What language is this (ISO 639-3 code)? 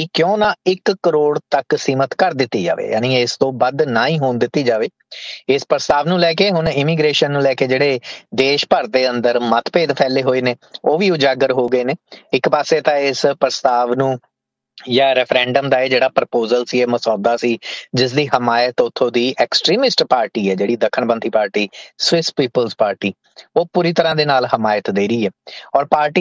pan